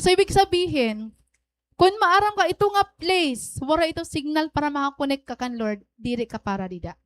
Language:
Waray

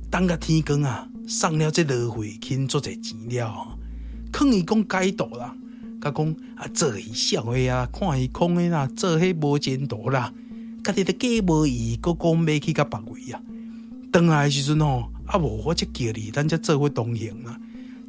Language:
Min Nan Chinese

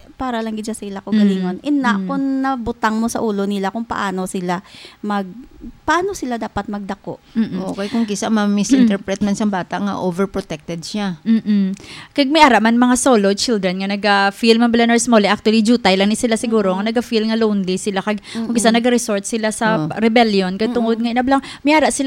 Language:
Hiligaynon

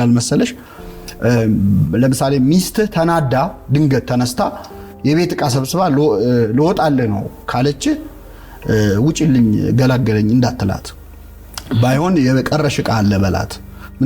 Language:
Amharic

